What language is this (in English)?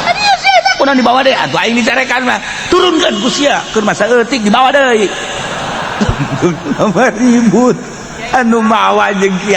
Sundanese